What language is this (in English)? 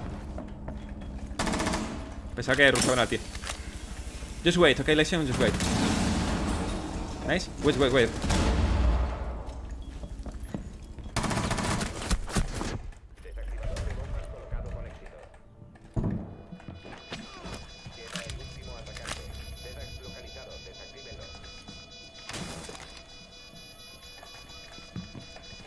Spanish